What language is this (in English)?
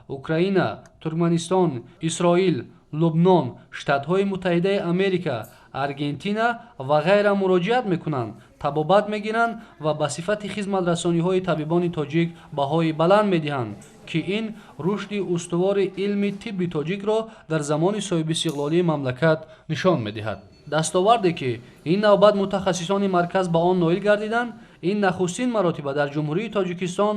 Tajik